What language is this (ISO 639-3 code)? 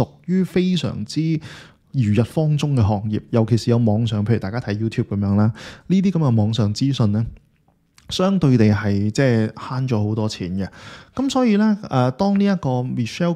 yue